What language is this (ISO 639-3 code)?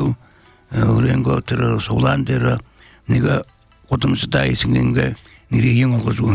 bel